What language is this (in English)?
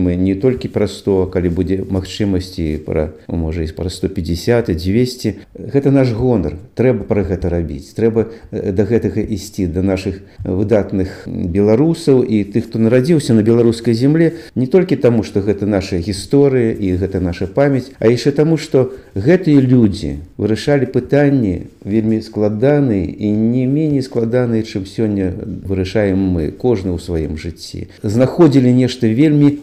Belarusian